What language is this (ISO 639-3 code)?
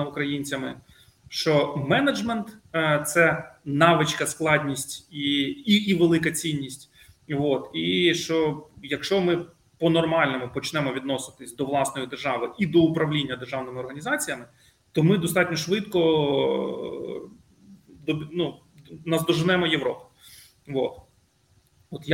ukr